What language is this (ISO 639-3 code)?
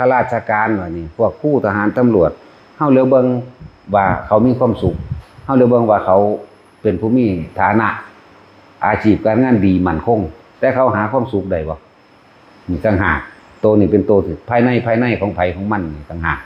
tts